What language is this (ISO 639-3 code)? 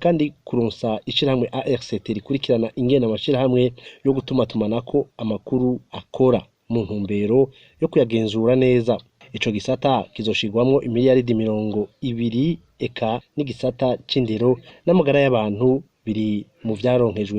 run